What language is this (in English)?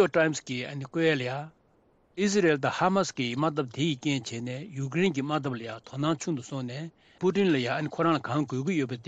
Tibetan